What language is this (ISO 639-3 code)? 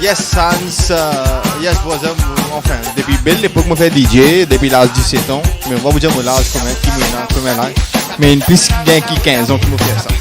mfe